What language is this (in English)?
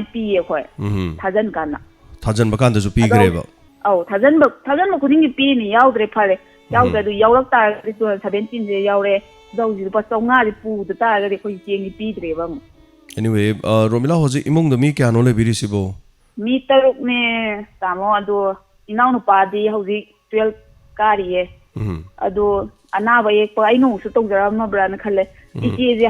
Manipuri